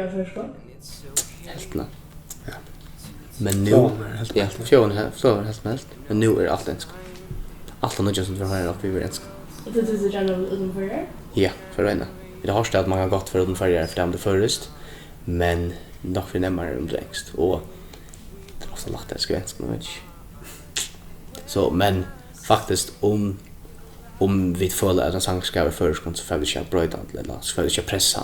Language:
Faroese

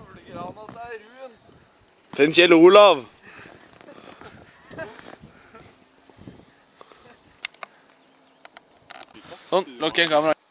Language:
Norwegian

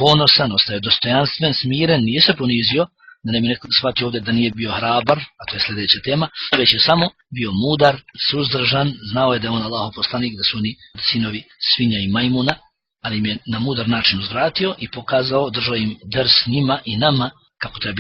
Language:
Bosnian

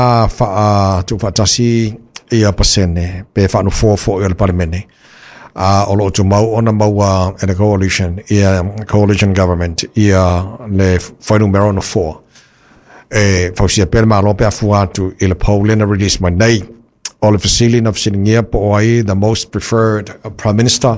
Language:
Samoan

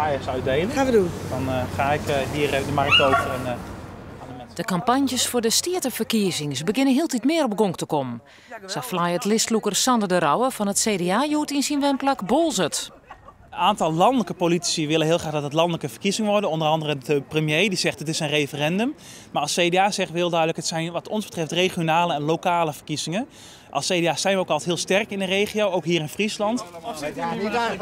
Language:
Western Frisian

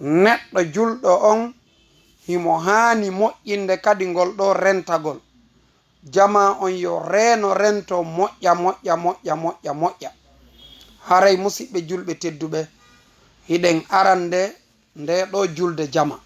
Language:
Fula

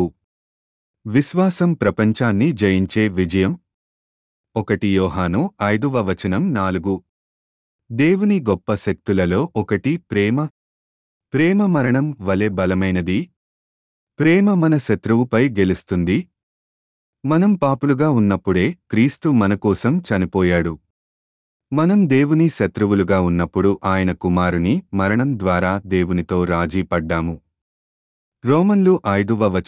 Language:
Telugu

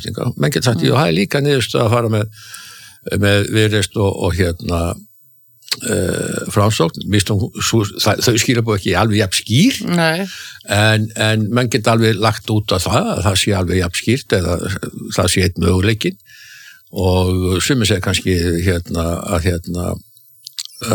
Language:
Icelandic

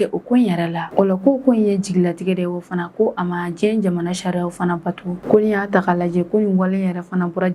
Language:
Bambara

